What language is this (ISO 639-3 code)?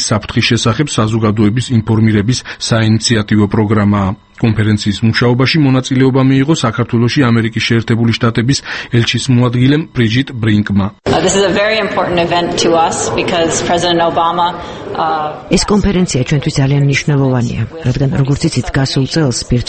kat